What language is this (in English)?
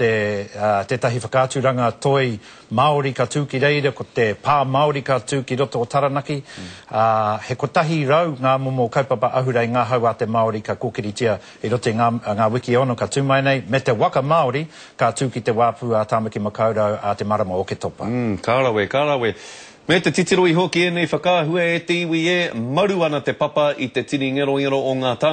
Māori